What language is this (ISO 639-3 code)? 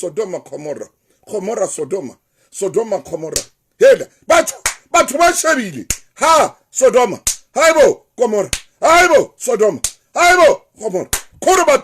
sot